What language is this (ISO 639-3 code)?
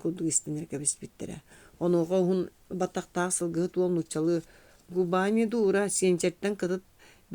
sah